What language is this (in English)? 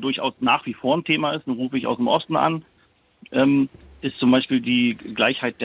German